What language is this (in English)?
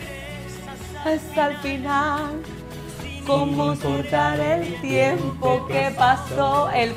Spanish